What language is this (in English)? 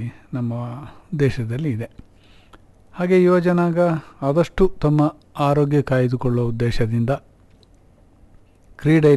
Kannada